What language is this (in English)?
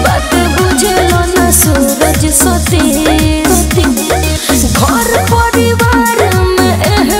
Bhojpuri